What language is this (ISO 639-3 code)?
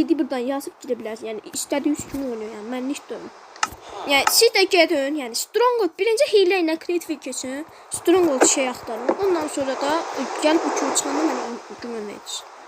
aze